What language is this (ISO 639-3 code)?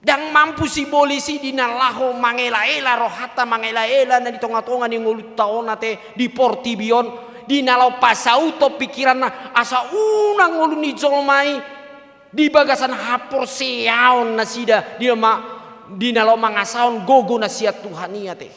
bbc